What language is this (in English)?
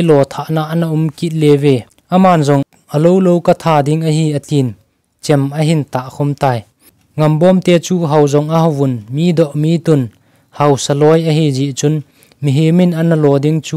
Thado Chin